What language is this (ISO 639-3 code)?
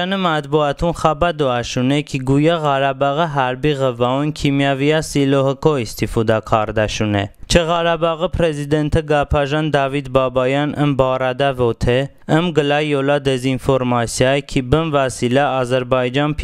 tly